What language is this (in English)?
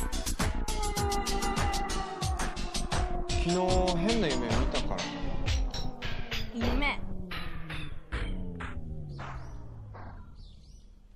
Japanese